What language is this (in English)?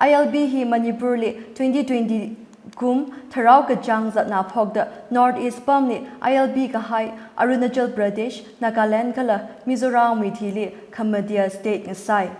Tangkhul Naga (India)